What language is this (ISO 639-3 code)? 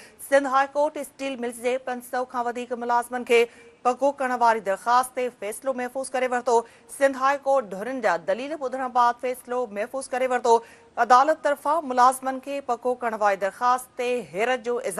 snd